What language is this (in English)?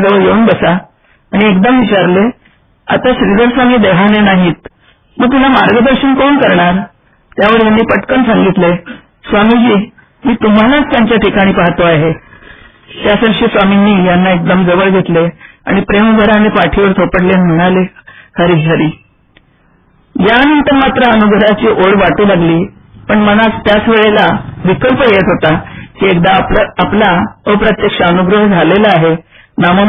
Marathi